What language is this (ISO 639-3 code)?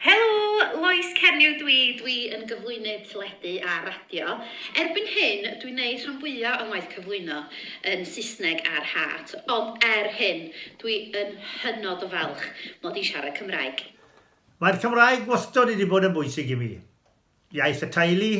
cym